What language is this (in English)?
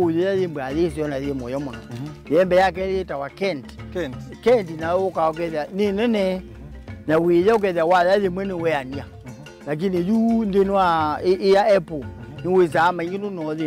Kamba